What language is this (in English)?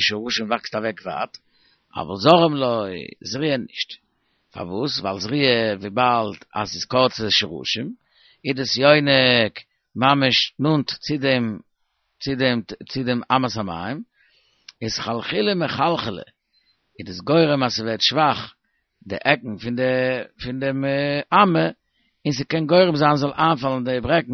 Yiddish